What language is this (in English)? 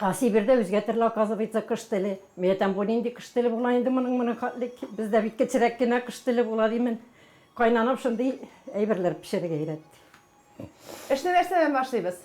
Tatar